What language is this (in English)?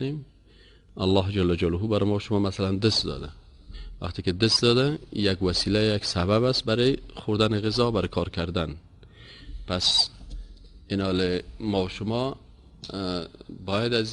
Persian